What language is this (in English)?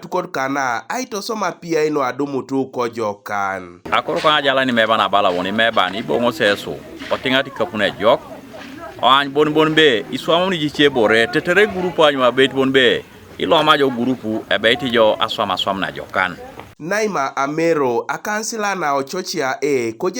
Teso